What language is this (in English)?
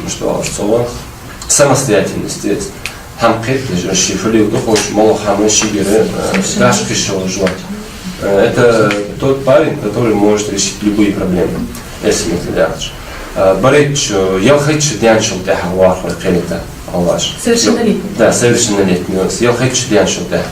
Ingush